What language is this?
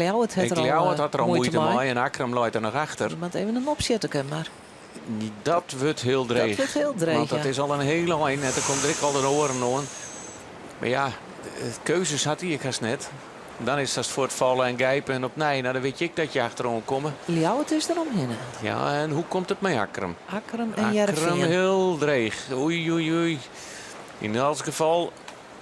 Western Frisian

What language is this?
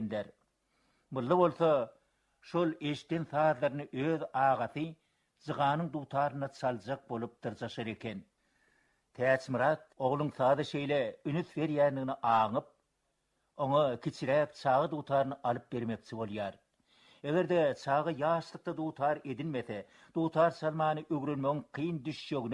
Turkmen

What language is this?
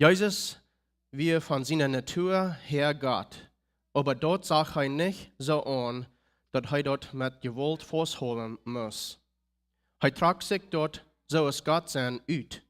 Plautdietsch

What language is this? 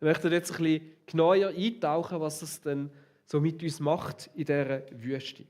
Swiss German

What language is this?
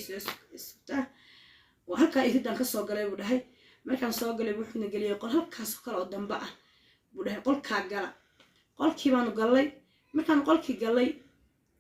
Somali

